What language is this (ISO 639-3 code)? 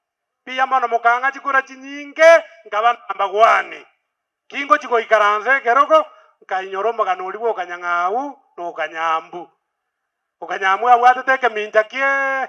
guz